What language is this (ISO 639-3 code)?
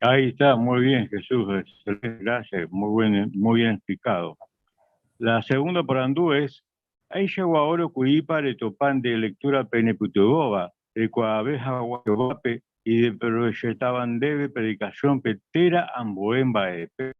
grn